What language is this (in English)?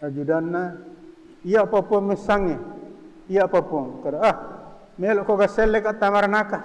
Buginese